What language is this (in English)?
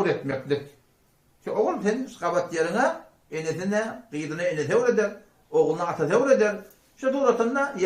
Turkmen